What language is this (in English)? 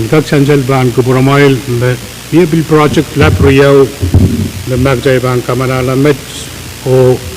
Pohnpeian